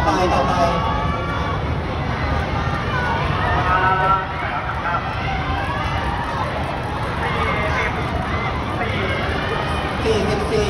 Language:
Thai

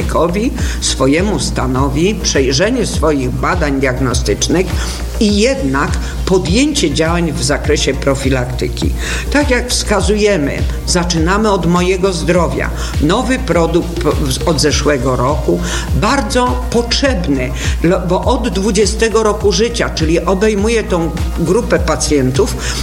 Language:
Polish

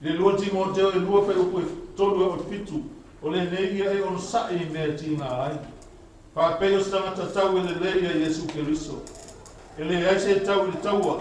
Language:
Samoan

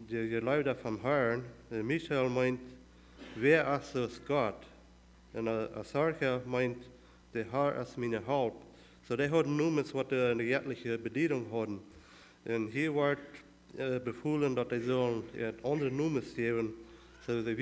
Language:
Plautdietsch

